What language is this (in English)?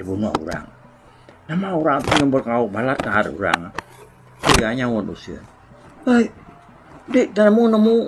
Iban